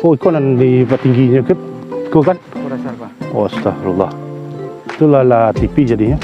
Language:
Minangkabau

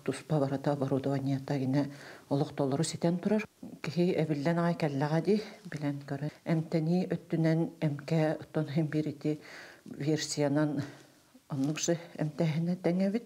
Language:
Yakut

